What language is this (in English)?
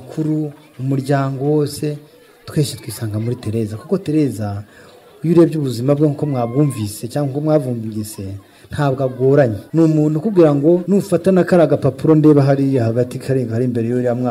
Kinyarwanda